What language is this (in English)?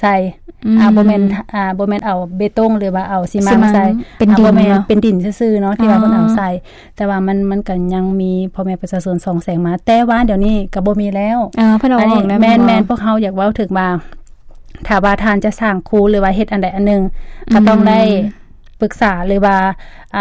Lao